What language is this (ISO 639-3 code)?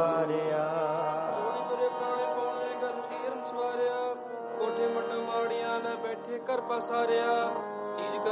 pan